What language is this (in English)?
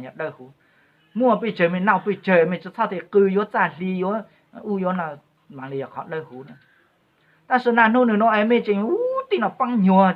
Hmong